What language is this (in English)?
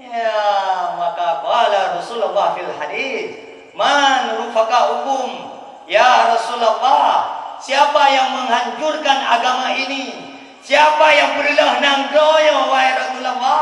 Achinese